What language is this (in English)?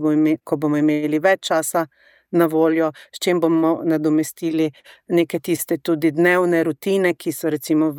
Slovenian